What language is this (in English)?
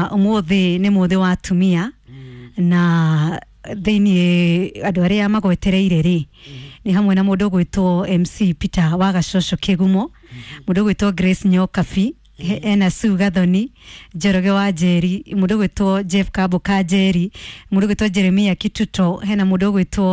Kikuyu